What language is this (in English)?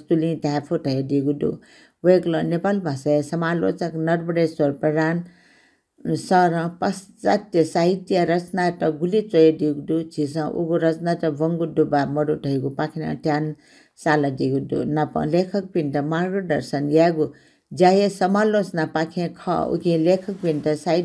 Newari